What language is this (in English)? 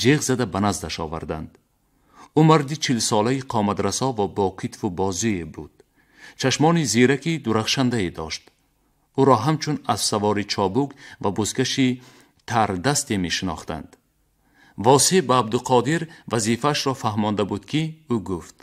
Tajik